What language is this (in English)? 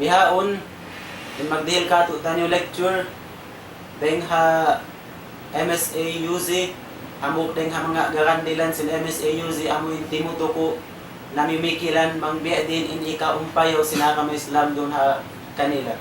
Tausug